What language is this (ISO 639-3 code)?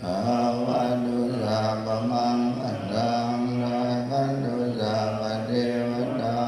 pli